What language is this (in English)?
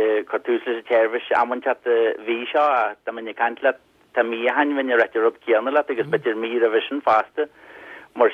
Irish